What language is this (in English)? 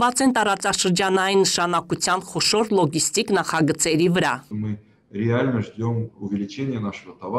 Armenian